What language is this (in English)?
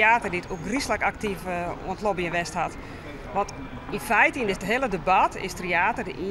Western Frisian